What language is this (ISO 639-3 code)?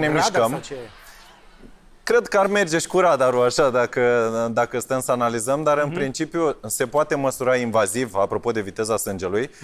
ron